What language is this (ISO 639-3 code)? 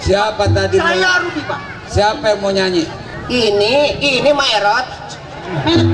bew